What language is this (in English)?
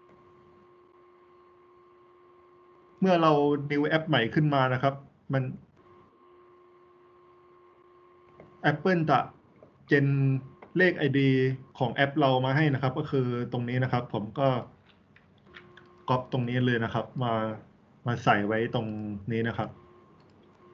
Thai